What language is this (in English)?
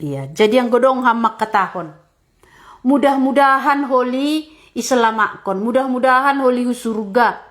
Batak Simalungun